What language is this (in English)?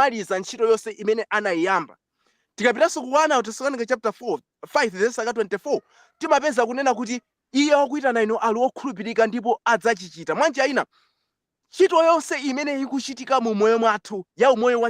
Nyanja